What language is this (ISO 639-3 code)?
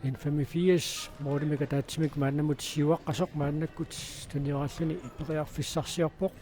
kal